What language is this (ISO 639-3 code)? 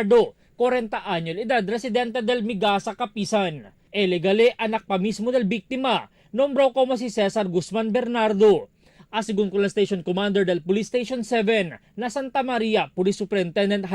cbk